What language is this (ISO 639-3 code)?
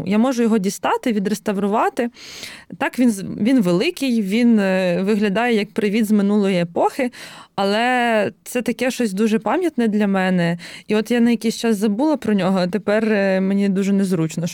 ukr